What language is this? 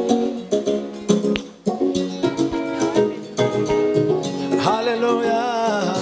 Kinyarwanda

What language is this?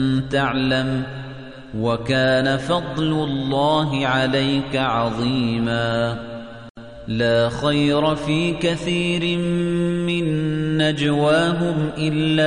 Arabic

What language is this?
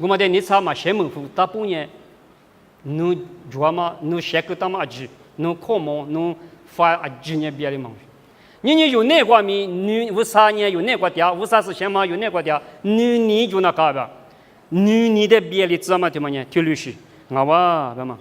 Lisu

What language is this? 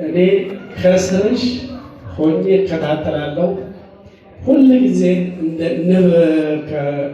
Amharic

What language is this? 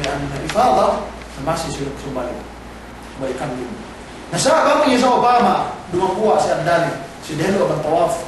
Yakan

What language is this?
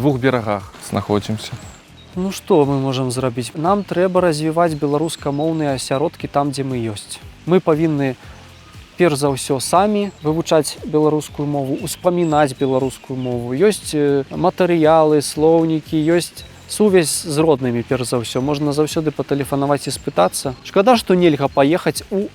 Belarusian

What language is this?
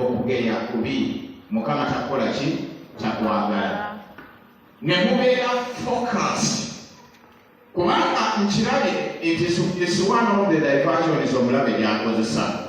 Ganda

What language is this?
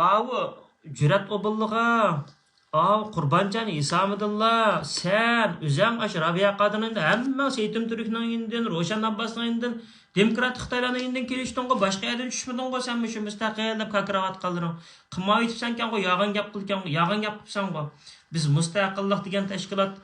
Uyghur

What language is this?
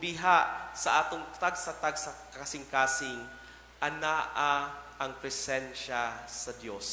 Cebuano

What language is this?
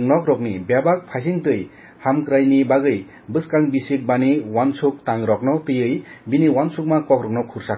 Kok Borok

